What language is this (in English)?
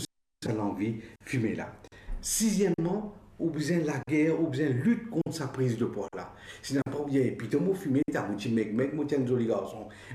Morisyen